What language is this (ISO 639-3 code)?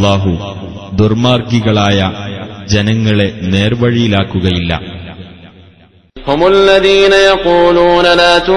mal